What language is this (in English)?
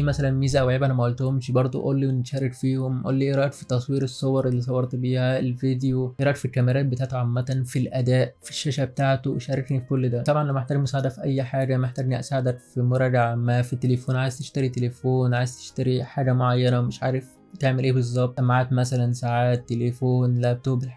Egyptian Arabic